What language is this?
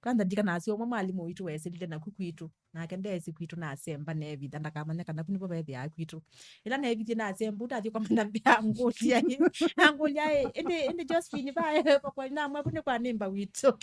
Kamba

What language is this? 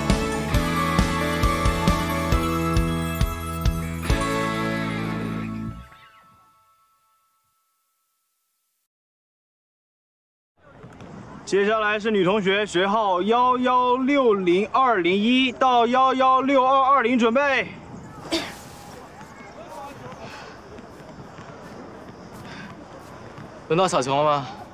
Chinese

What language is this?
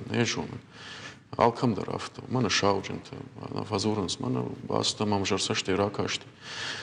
Ossetic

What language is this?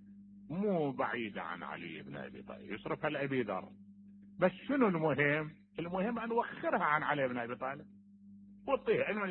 Mesopotamian Arabic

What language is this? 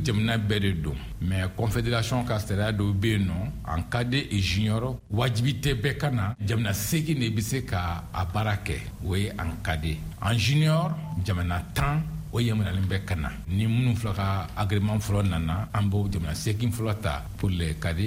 Bambara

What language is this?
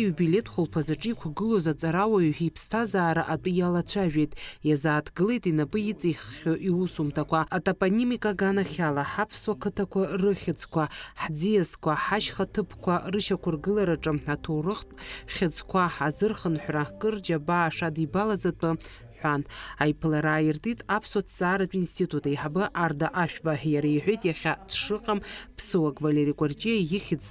Abkhazian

